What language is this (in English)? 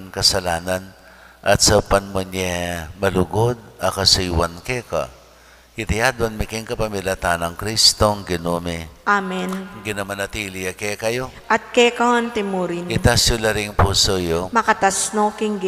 Pampanga